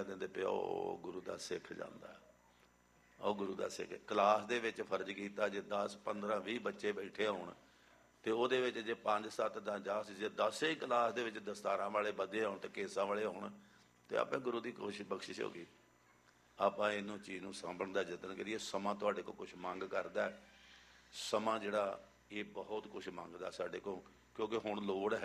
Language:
Punjabi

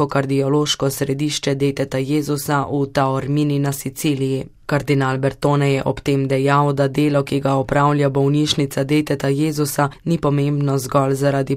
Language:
Slovenian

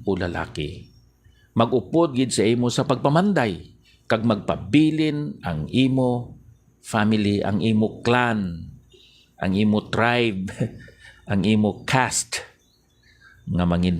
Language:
Hiligaynon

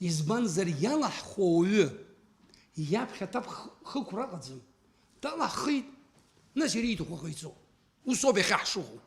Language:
Abkhazian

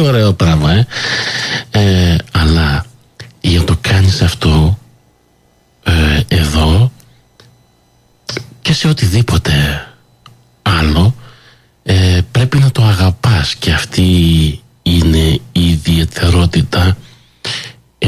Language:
Greek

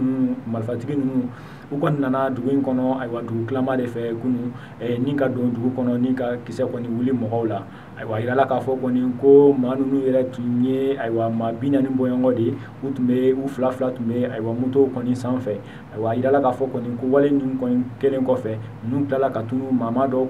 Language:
Bambara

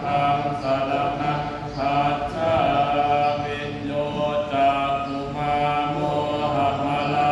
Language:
Pali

